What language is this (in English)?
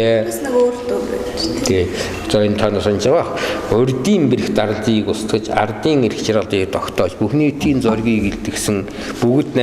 Mongolian